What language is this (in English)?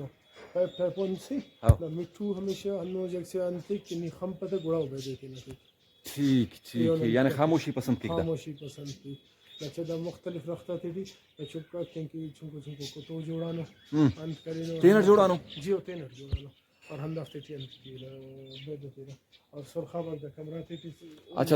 Brahui